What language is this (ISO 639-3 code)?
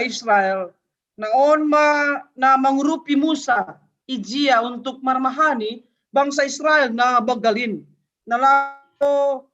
bts